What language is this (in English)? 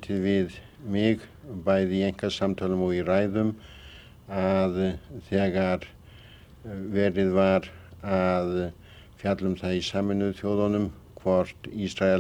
Icelandic